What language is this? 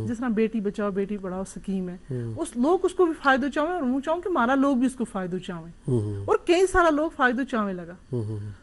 Gujari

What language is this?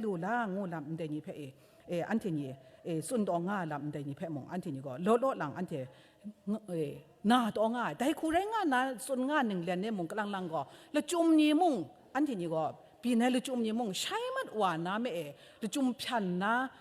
Kachin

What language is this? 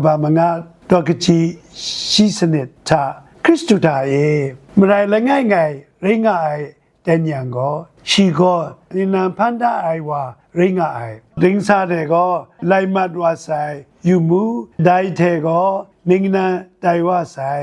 Kachin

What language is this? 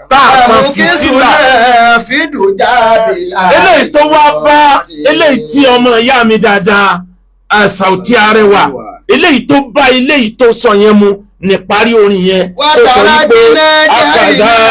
Yoruba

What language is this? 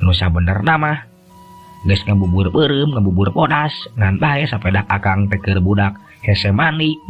Sundanese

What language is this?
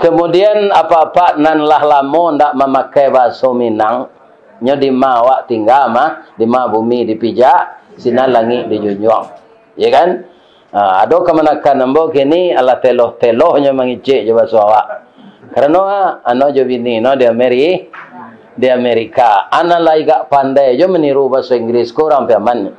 Minangkabau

